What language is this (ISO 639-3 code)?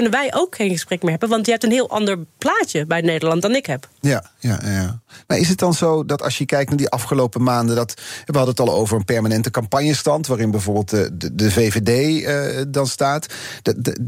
nld